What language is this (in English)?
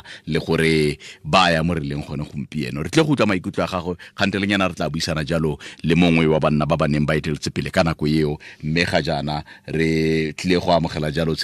Tswana